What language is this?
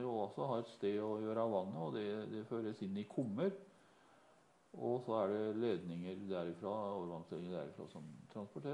Norwegian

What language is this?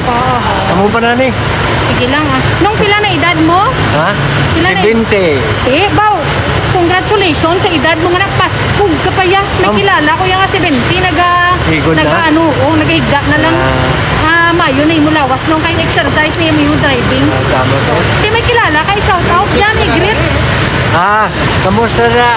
Hiligaynon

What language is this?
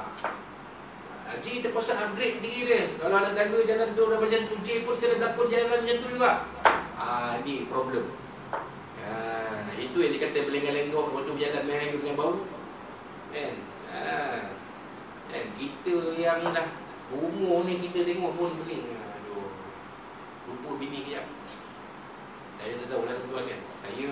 Malay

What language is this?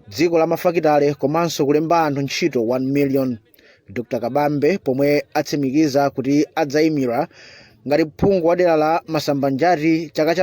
Nyanja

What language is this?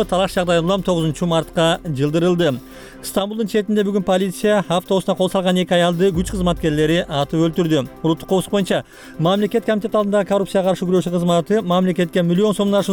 Kyrgyz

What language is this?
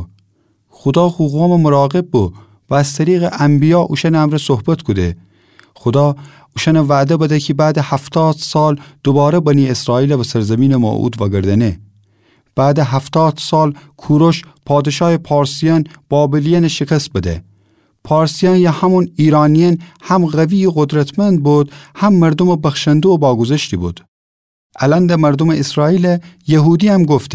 Gilaki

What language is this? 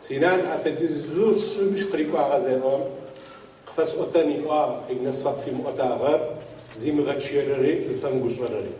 Adyghe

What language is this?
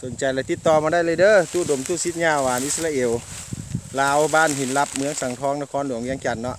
Lao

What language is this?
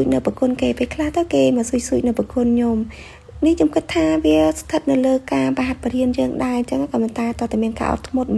Khmer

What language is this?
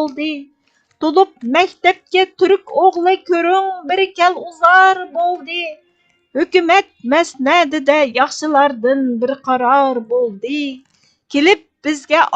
Uyghur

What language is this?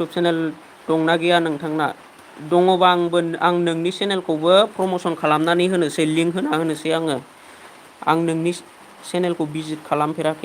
Bodo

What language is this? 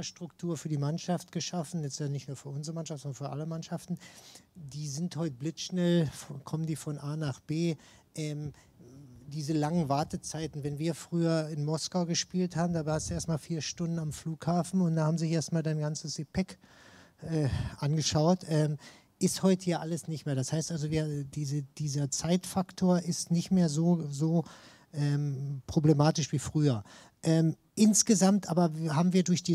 German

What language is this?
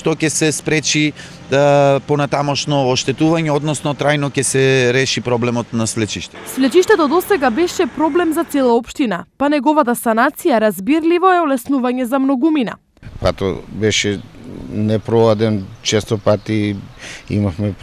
Macedonian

